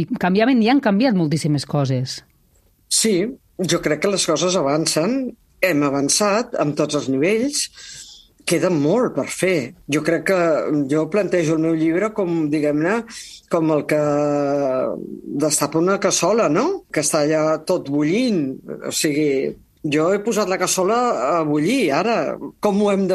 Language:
Catalan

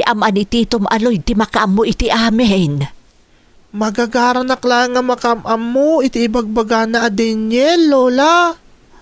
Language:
Iloko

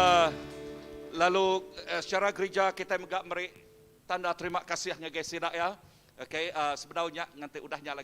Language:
Iban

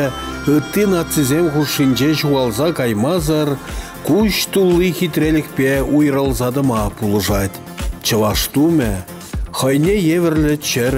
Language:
Chuvash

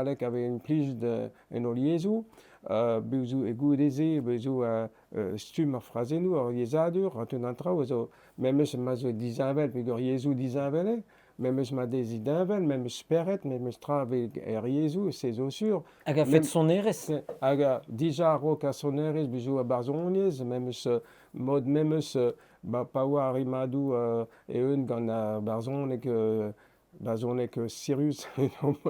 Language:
Breton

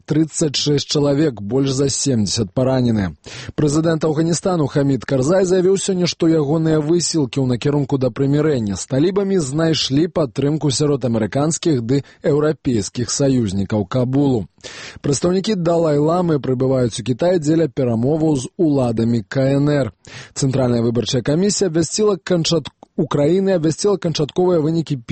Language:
Belarusian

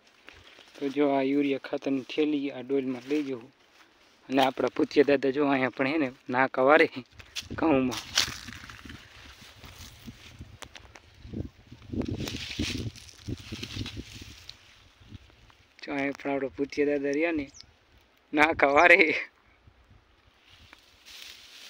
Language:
Gujarati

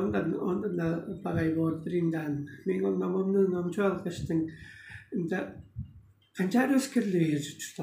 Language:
Tuvinian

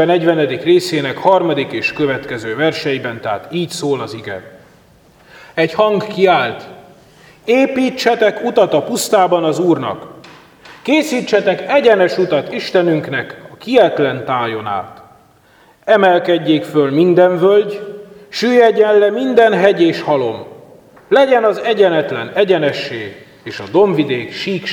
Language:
Hungarian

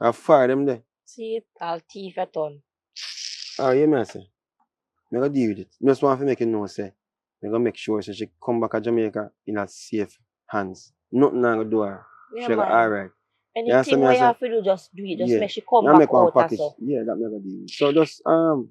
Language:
Jamaican Creole English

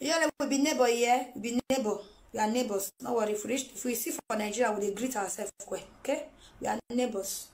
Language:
Nigerian Pidgin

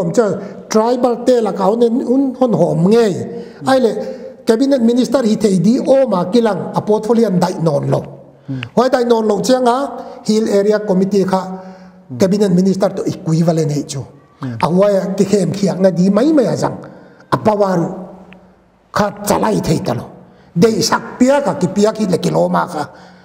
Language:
Paite Chin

